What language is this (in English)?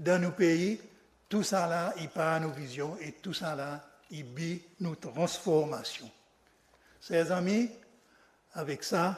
Seselwa Creole French